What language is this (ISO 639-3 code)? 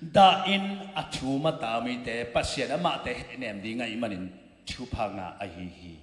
ctd